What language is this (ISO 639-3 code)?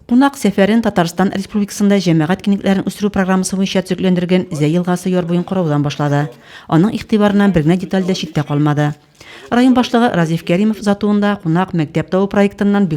tat